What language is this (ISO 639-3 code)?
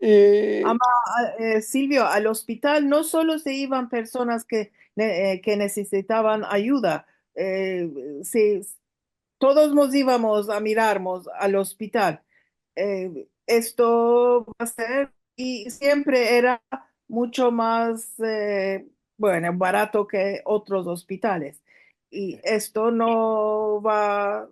lad